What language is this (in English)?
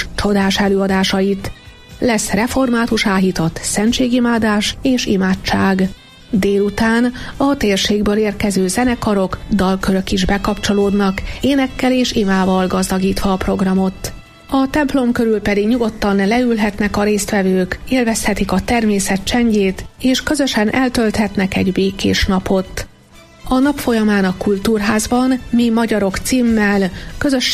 Hungarian